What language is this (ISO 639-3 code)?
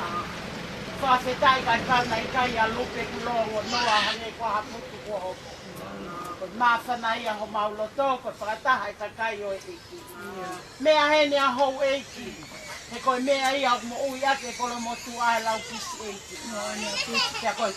ton